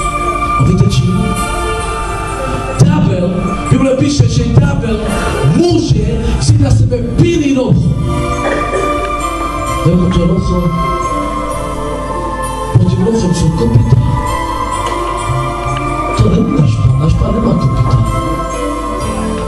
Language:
Czech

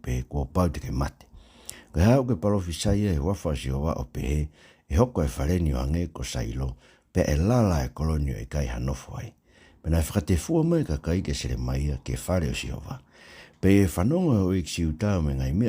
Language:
Tongan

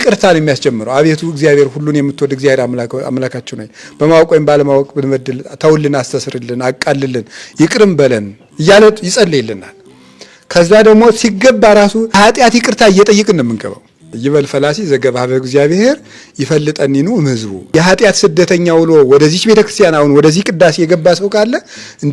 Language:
Amharic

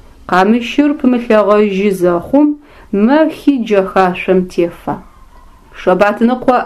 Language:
Adyghe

